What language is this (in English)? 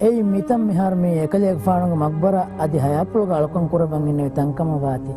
Divehi